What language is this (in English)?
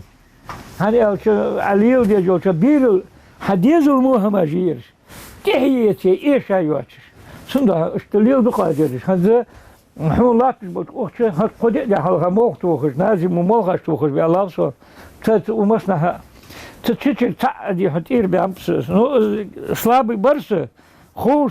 Ingush